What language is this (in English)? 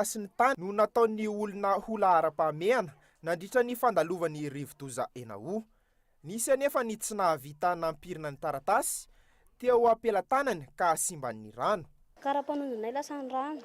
Malagasy